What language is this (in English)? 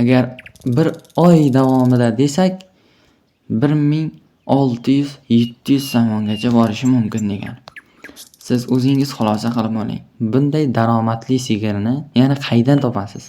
Uzbek